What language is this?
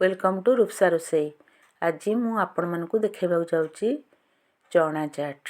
Odia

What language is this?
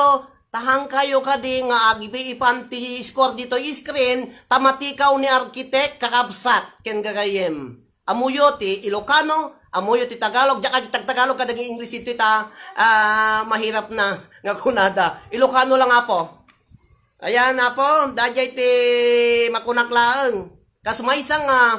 Iloko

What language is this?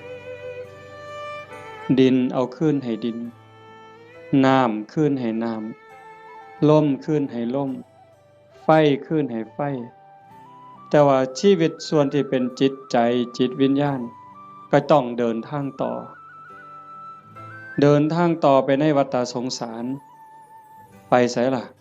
Lao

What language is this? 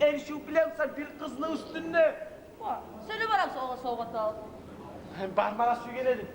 Kumyk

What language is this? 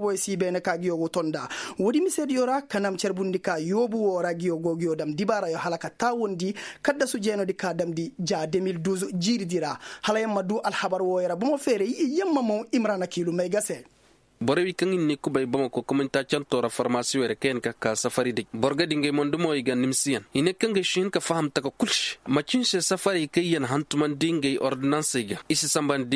Koyraboro Senni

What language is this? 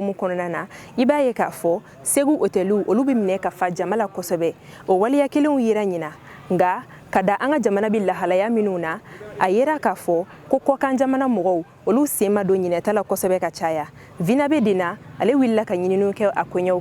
Bambara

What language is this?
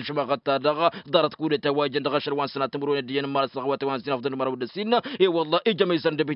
Tamasheq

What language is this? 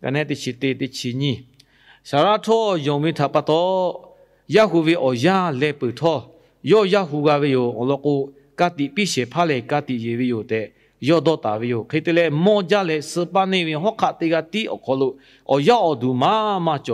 Lahu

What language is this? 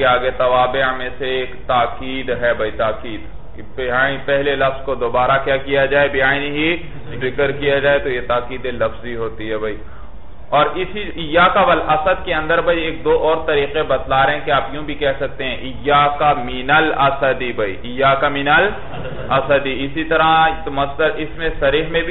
Urdu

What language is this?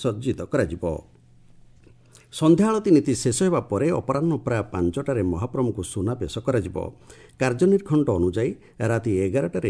Odia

